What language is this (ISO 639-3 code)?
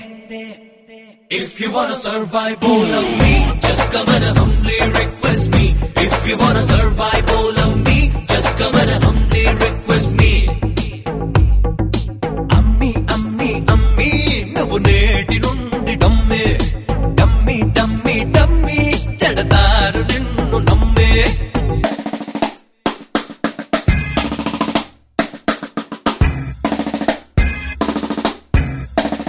tel